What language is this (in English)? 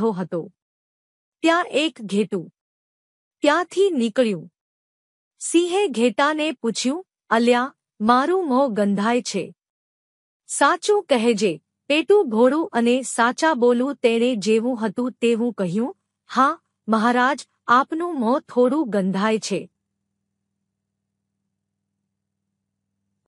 Gujarati